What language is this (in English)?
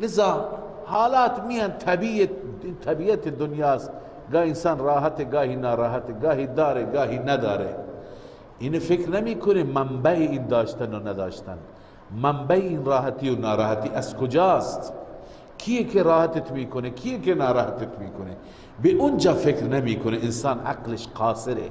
Persian